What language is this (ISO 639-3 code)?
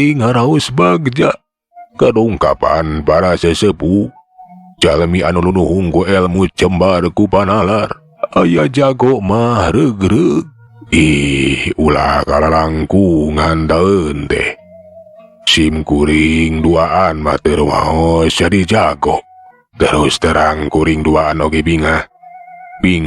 sun